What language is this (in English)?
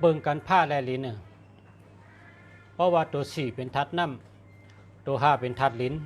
Shan